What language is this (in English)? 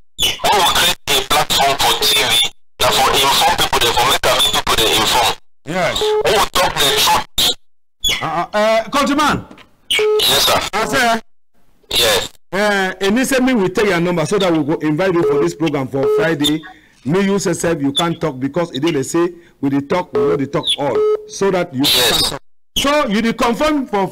Cameroon Pidgin